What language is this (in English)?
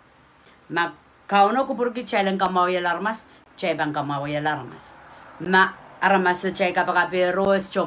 Pohnpeian